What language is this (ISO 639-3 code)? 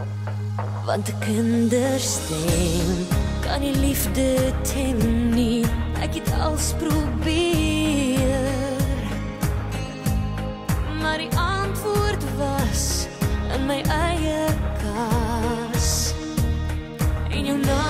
afr